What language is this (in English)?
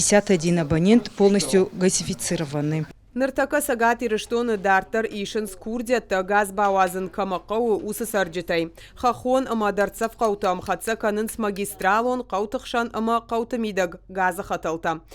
Ossetic